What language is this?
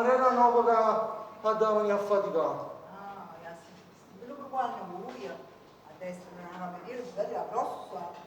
Neapolitan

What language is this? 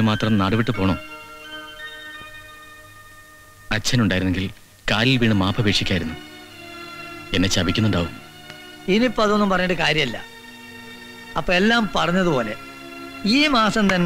Malayalam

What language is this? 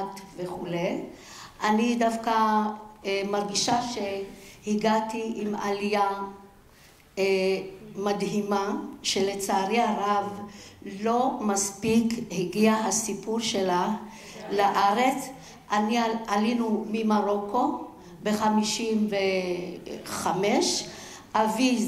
Hebrew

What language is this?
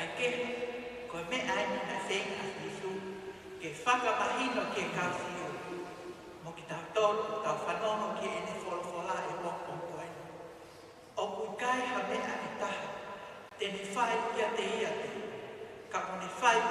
Tongan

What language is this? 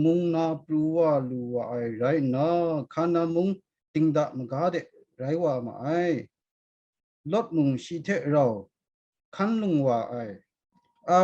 Kachin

